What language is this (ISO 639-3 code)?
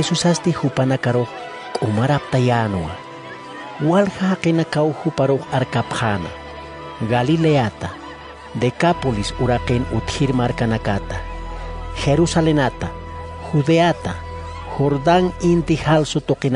aym